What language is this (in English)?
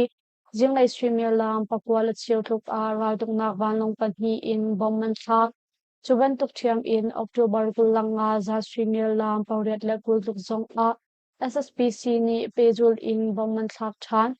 Hakha Chin